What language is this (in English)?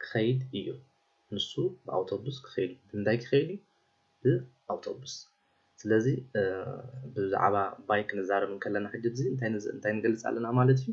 Tigrinya